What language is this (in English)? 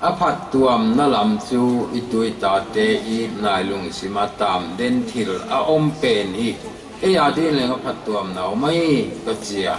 Paite Chin